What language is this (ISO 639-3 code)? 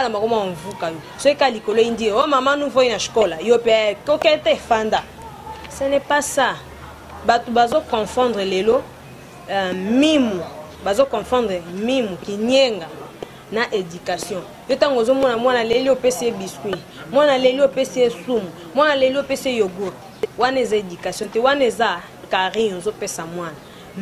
lin